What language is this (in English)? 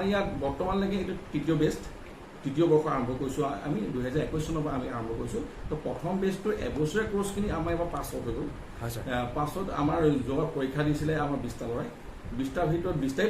Assamese